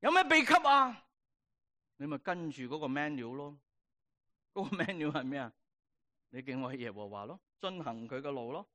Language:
Cantonese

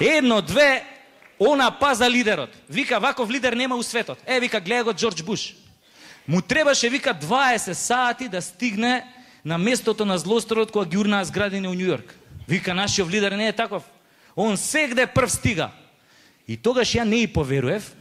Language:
Macedonian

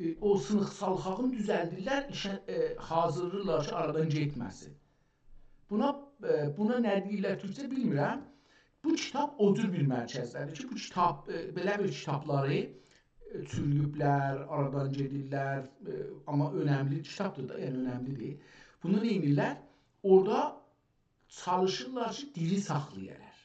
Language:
South Azerbaijani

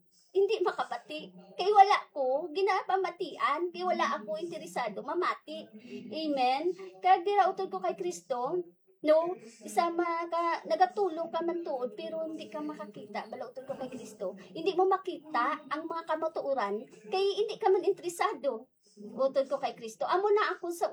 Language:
Hiligaynon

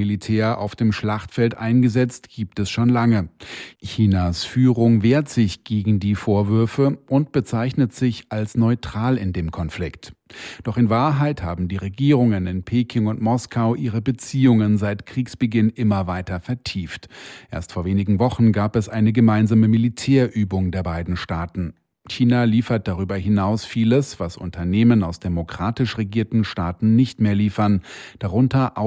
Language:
German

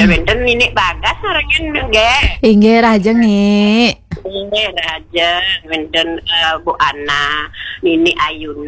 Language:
Balinese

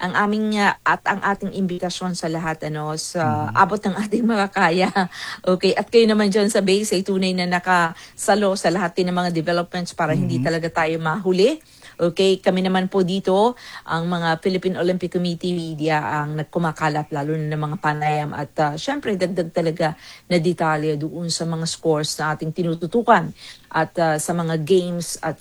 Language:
Filipino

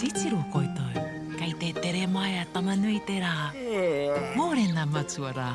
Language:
Māori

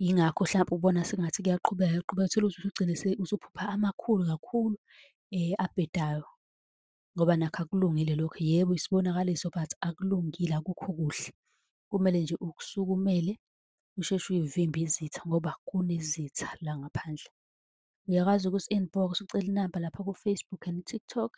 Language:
Zulu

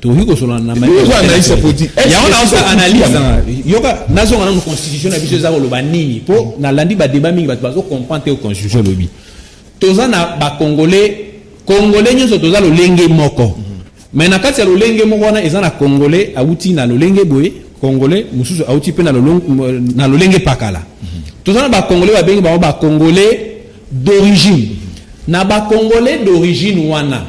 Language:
Lingala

